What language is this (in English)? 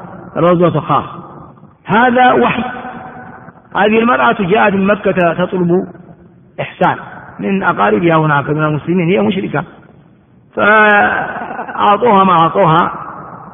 Arabic